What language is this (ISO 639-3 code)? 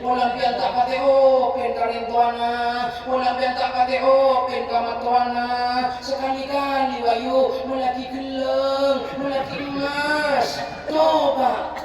mad